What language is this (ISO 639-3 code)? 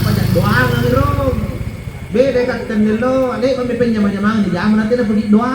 mak